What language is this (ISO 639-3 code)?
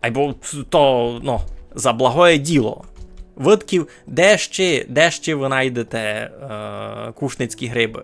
rue